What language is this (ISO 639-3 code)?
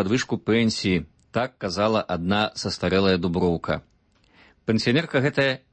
bel